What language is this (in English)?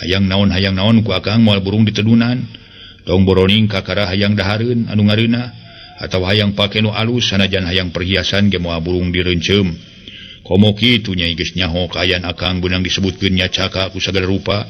Sundanese